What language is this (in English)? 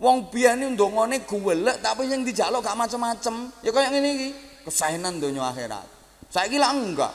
Javanese